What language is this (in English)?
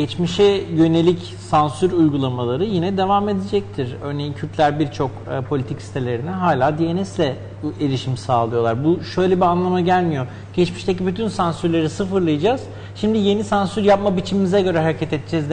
Turkish